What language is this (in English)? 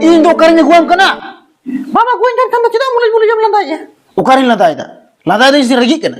Santali